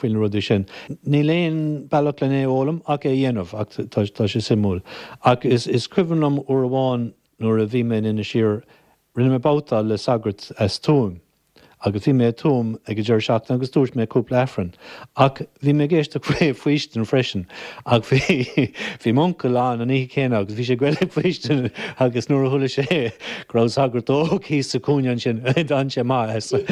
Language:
Irish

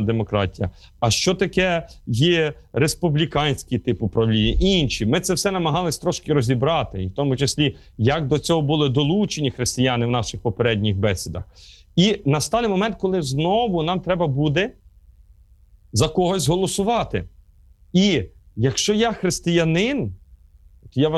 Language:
Ukrainian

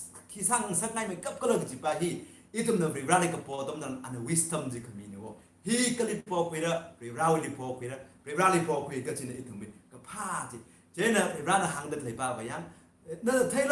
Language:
Tangkhul Naga (India)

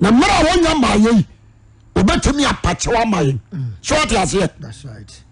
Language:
Akan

